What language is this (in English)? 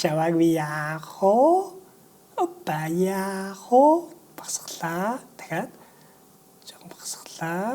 Mongolian